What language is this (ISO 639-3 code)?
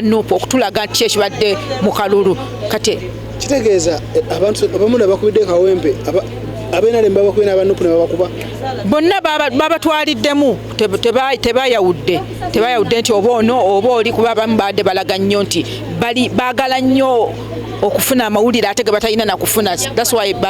lug